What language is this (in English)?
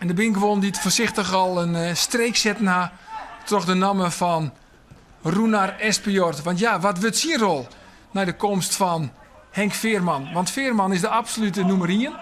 Western Frisian